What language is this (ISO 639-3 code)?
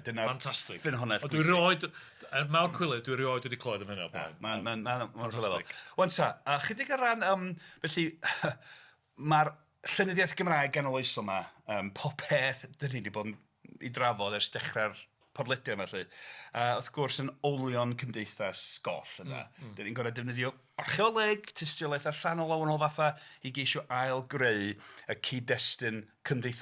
cym